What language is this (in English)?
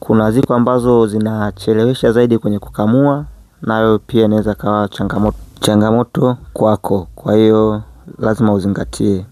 Swahili